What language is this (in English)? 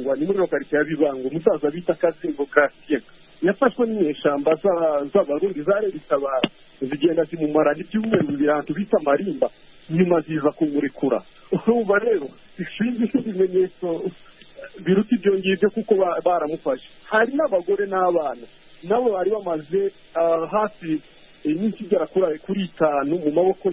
Kinyarwanda